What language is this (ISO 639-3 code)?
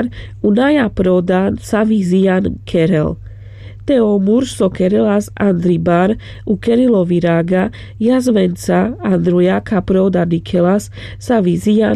rmc